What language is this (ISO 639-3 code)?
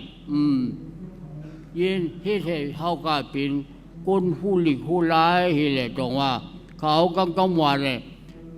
shn